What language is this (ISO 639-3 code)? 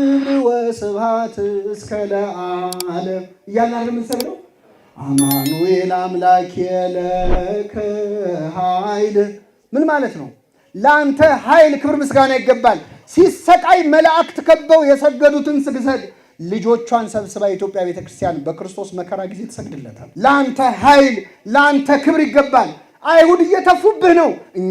amh